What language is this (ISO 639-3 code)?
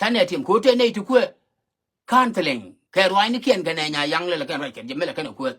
nus